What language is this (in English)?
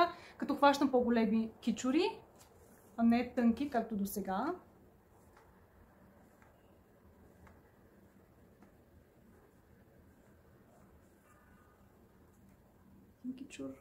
Bulgarian